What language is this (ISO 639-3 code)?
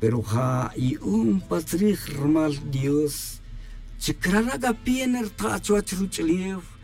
tzj